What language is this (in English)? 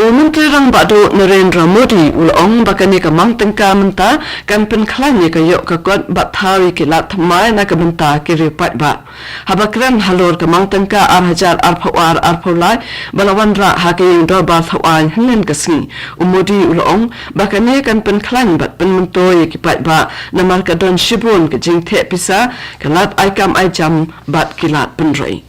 Khasi